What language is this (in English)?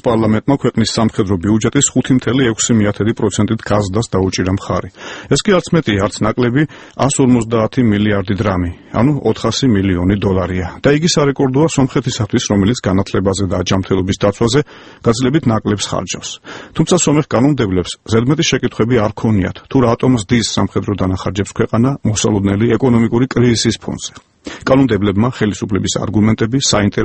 Georgian